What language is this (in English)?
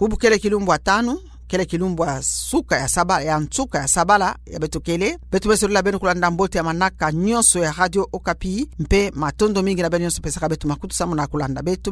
Kituba (Democratic Republic of Congo)